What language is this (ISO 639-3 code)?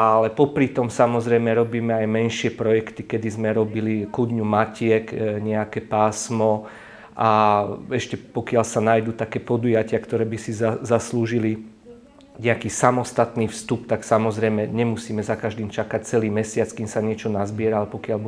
slk